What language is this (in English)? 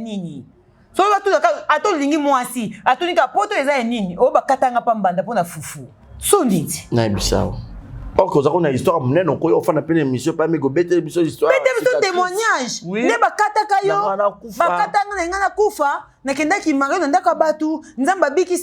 Lingala